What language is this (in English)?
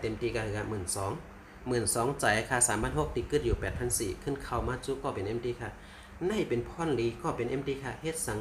Shan